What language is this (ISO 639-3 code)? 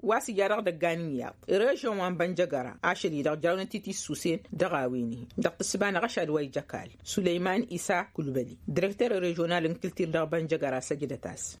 taq